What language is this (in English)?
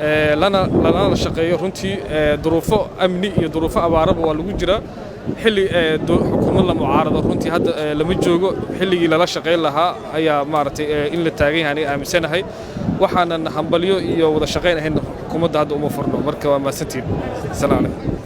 Somali